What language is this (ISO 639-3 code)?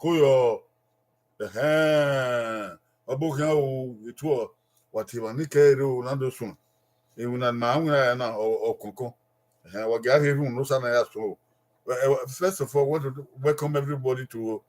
bin